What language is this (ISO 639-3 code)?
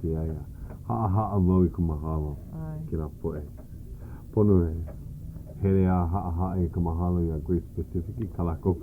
haw